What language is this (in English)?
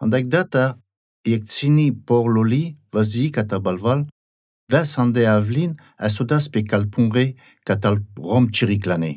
Basque